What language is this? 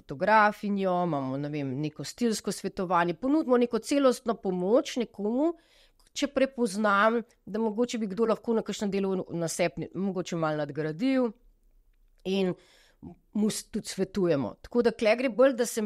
Slovenian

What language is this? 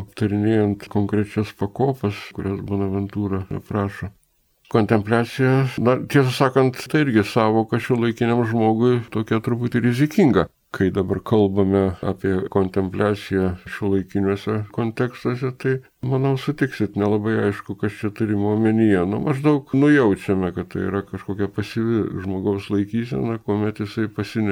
Lithuanian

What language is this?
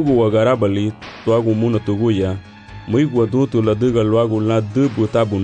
Garifuna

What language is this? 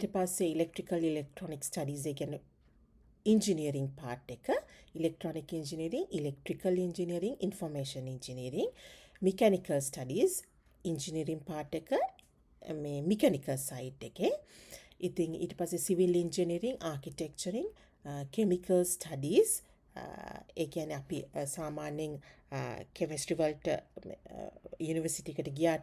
Sinhala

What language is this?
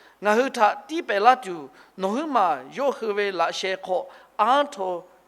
Lahu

